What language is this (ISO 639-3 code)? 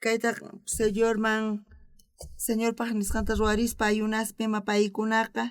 quh